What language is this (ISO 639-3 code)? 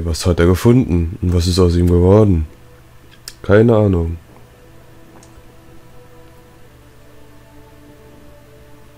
deu